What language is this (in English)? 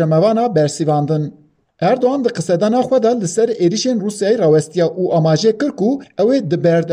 Kurdish